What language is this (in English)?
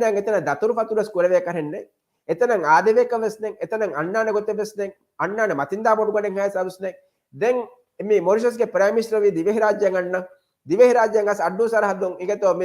Divehi